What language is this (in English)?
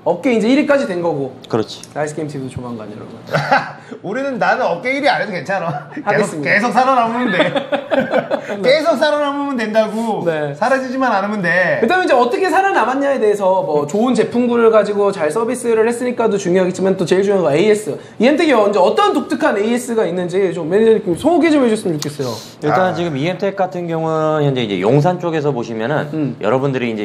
Korean